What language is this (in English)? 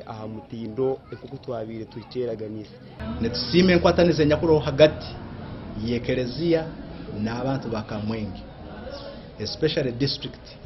Nyankole